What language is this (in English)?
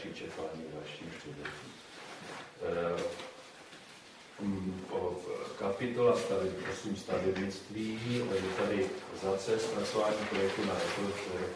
Czech